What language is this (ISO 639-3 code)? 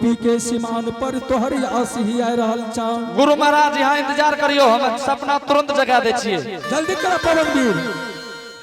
anp